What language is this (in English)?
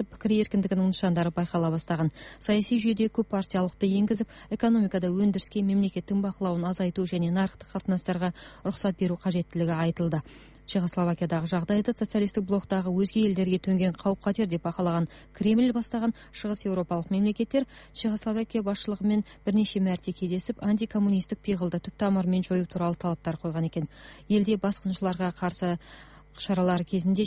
Kazakh